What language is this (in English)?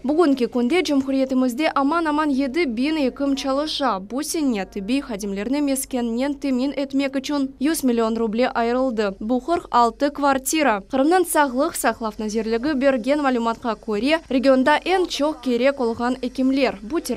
Crimean Tatar